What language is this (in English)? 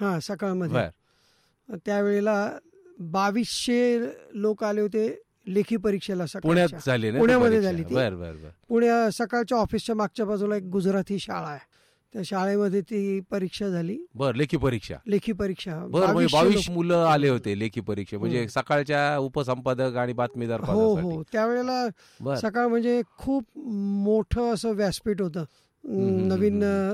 Marathi